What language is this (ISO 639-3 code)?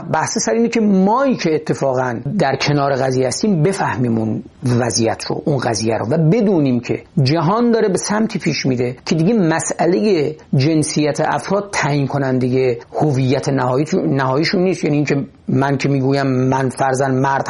fas